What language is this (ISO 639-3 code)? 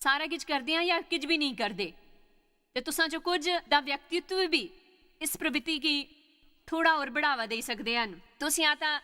doi